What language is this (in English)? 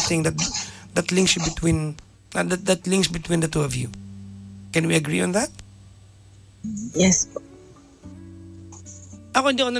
Filipino